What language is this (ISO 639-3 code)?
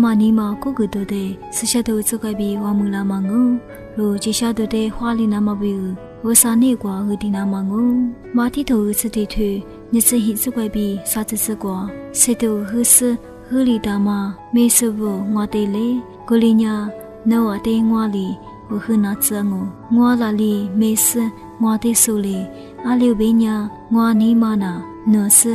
lis